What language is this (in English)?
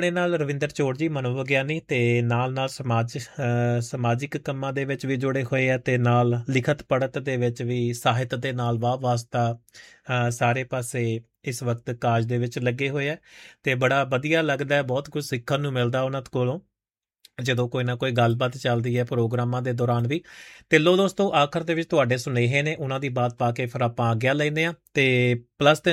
Punjabi